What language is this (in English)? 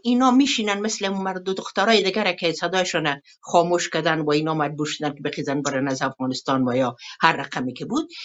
Persian